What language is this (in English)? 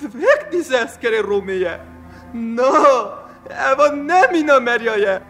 Kurdish